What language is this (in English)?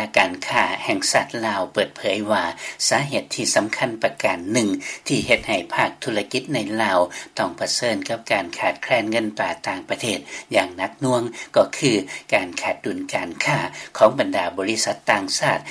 Lao